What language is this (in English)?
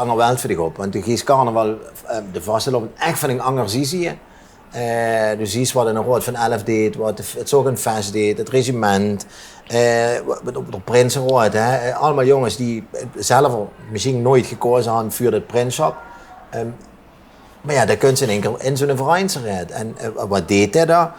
Limburgish